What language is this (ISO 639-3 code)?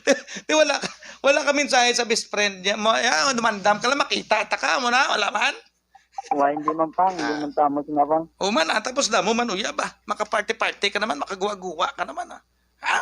hil